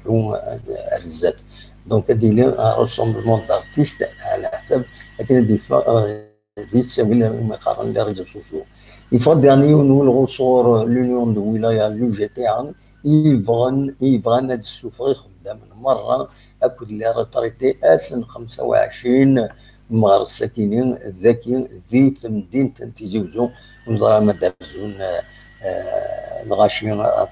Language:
Kabyle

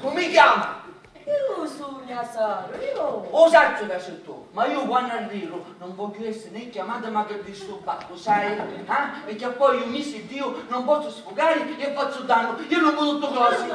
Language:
Sicilian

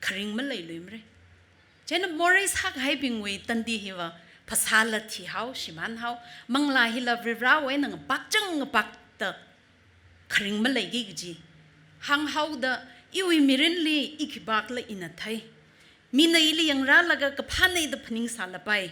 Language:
Tangkhul Naga (India)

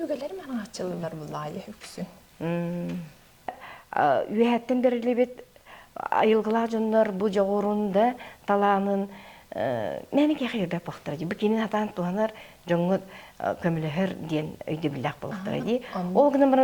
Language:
Yakut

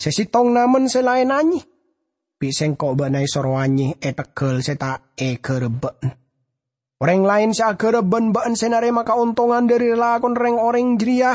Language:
Madurese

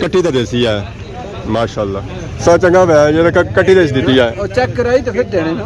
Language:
Pahari-Potwari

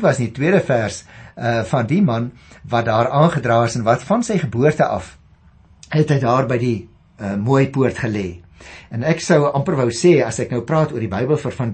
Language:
Afrikaans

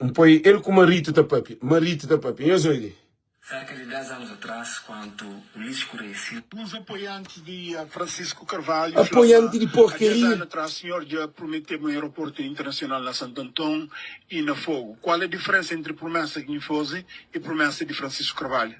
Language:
Kabuverdianu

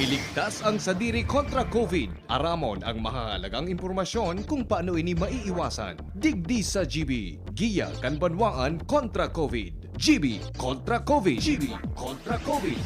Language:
Bikol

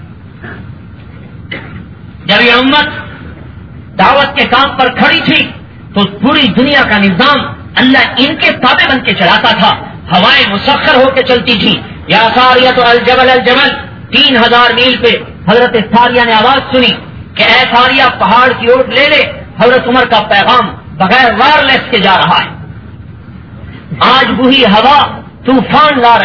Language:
Urdu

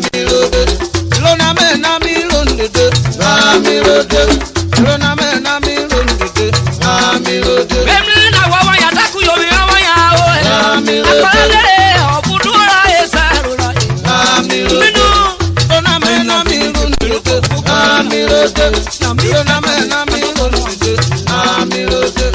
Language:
Urhobo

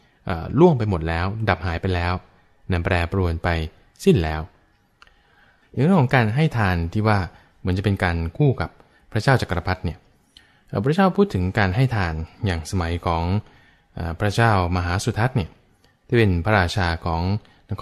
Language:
Thai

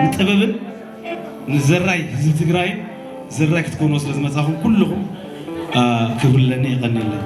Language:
Tigrinya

